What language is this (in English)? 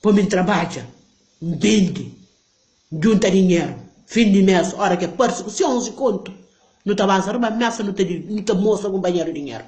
Kabuverdianu